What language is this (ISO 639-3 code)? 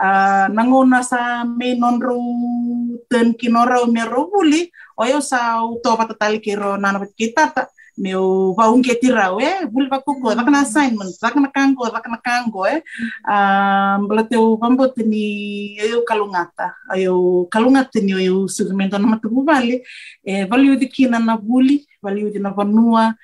fij